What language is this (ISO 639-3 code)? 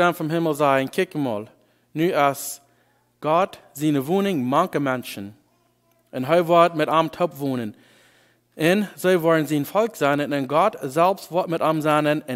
pdt